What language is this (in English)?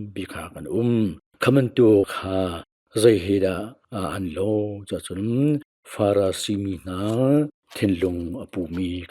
Hakha Chin